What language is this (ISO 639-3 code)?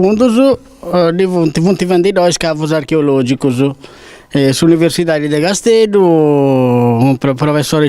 srd